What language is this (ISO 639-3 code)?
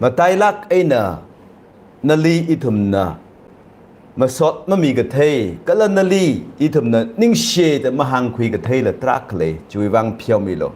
nmf